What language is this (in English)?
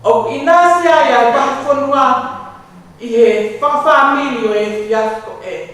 Tongan